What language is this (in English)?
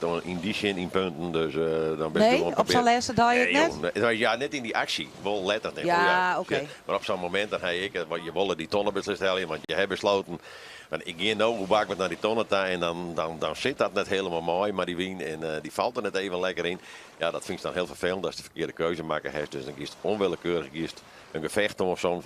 Western Frisian